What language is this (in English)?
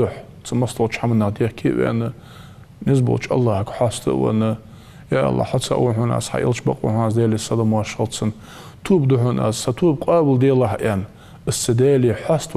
Ingush